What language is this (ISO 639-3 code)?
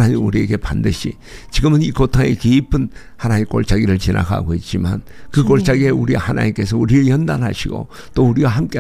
kor